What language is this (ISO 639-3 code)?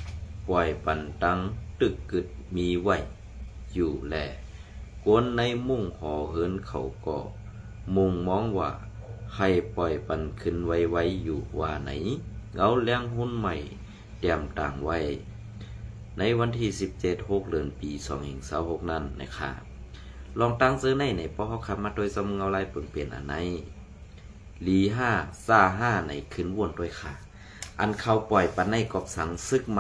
shn